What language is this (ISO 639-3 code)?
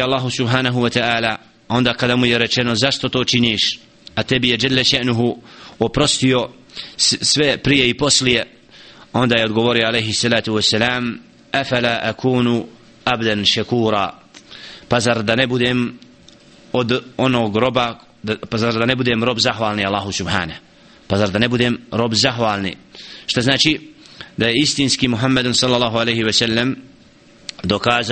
bos